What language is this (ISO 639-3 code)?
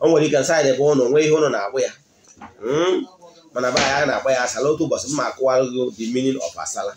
ibo